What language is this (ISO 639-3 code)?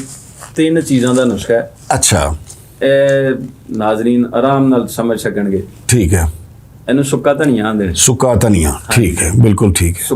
lah